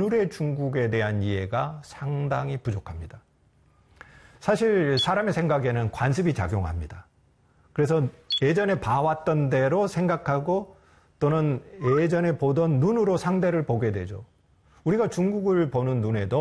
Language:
Korean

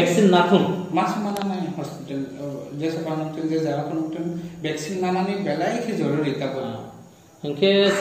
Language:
Kok Borok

